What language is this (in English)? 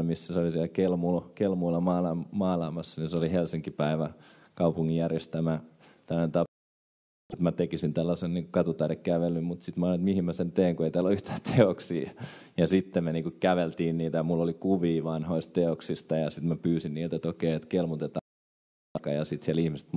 Finnish